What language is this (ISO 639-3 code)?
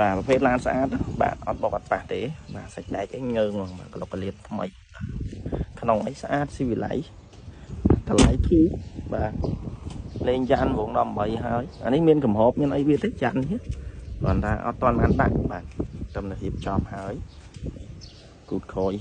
khm